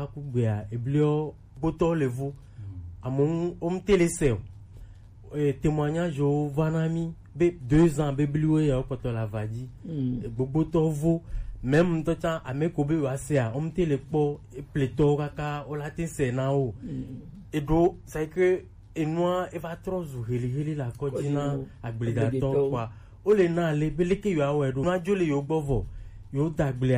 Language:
Gen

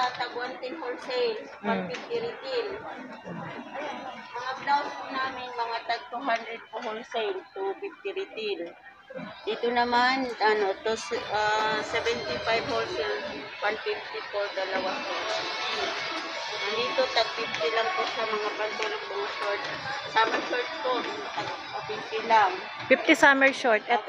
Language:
Filipino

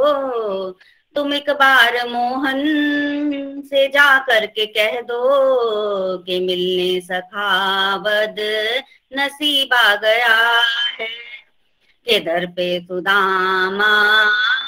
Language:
Hindi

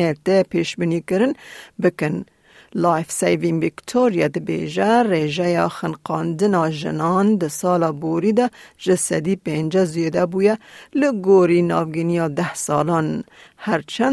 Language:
Kurdish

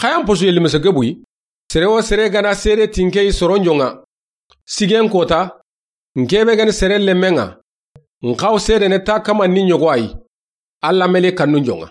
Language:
Soninke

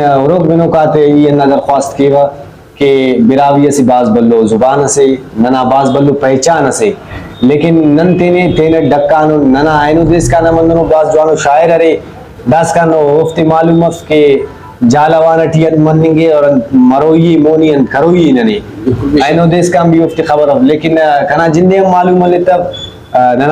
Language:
Brahui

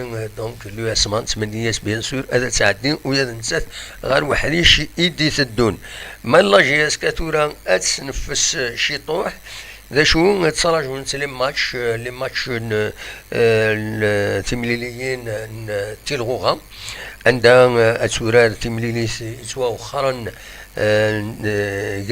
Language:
Kabyle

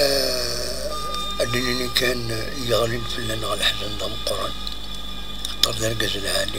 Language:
Kabyle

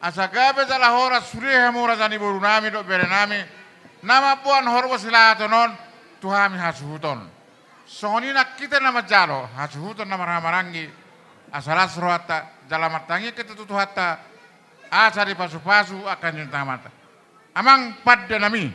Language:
Batak Toba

